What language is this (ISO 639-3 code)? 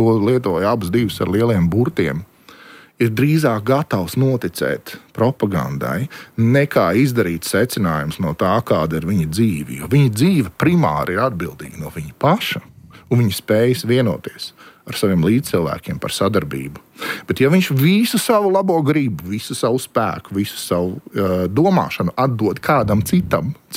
lav